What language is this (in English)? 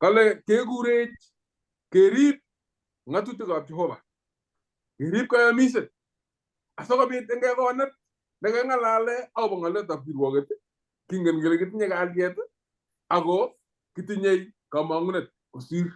Kalenjin